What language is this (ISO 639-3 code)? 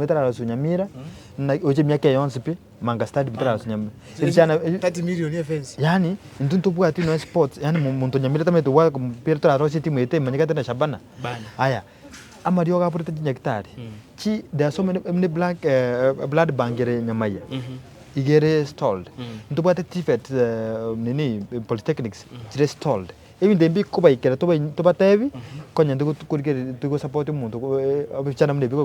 guz